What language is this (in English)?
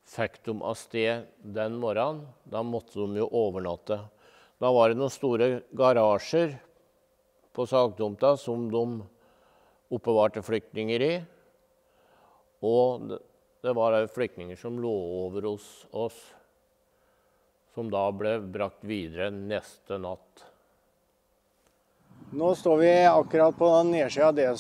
Norwegian